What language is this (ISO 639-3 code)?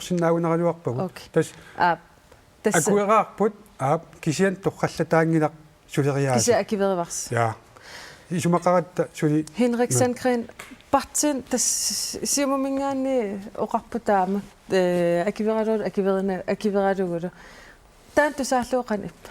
kal